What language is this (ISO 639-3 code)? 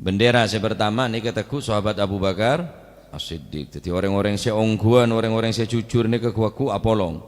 mad